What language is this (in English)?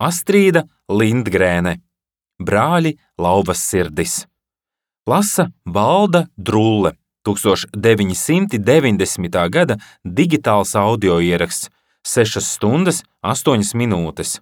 Latvian